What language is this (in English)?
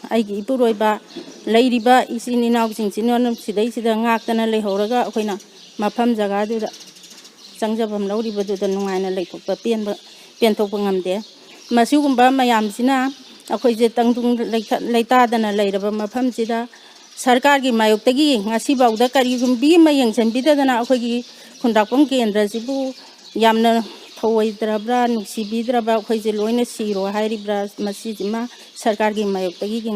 Manipuri